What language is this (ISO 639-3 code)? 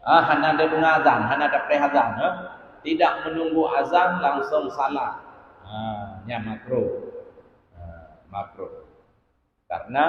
ace